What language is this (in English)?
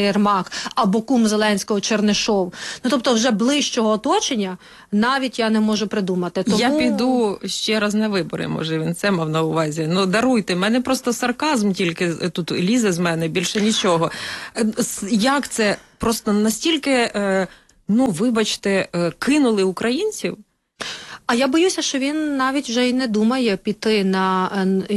Ukrainian